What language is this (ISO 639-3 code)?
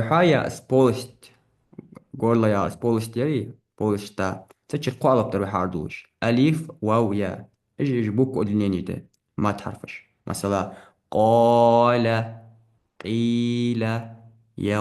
inh